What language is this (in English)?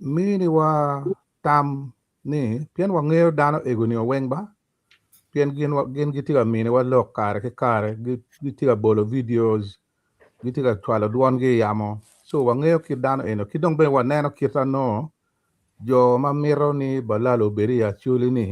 Acoli